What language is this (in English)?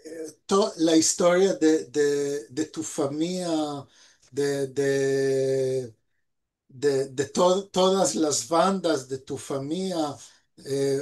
Ladino